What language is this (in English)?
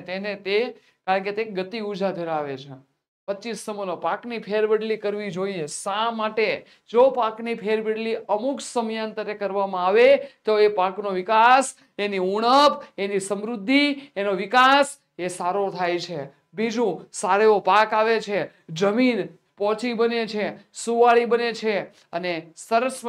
Gujarati